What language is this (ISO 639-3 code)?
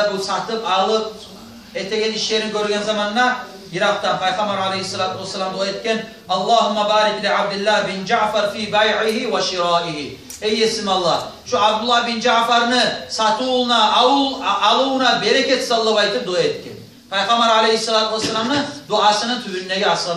kum